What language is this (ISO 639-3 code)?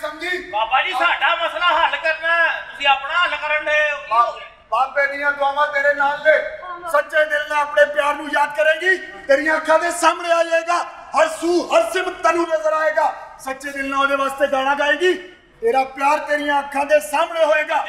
pan